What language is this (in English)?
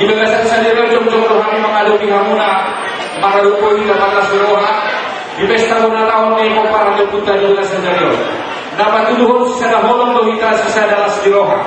Batak Toba